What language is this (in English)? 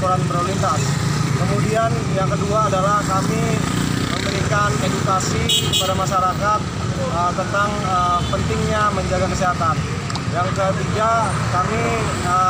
Indonesian